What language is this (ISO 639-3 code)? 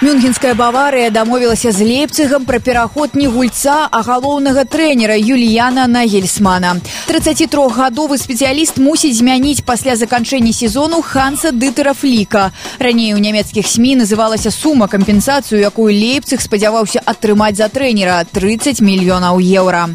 bel